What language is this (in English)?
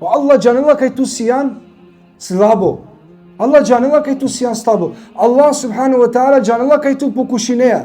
Balkan Romani